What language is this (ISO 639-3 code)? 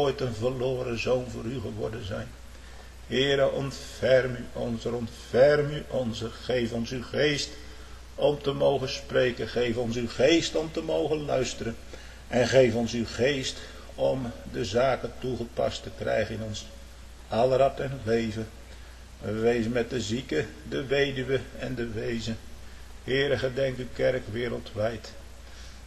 nld